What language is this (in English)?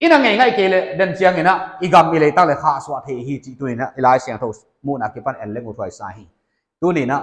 Paite Chin